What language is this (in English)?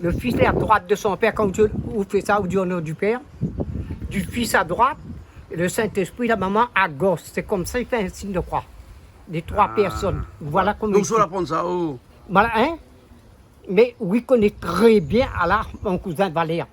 Réunion Creole French